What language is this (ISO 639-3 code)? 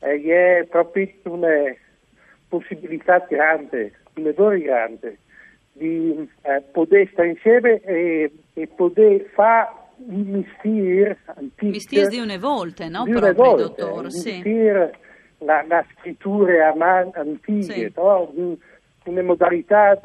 fur